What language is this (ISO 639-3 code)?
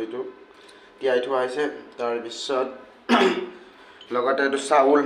asm